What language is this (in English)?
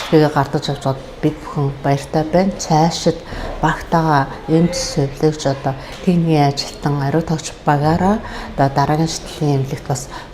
Mongolian